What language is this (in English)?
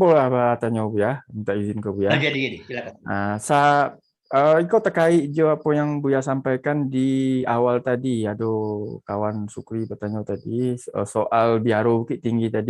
Minangkabau